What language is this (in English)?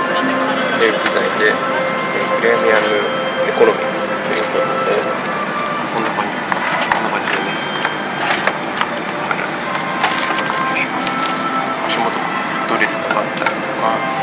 Japanese